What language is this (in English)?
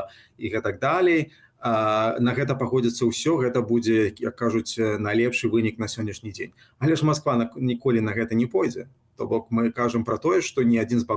Belarusian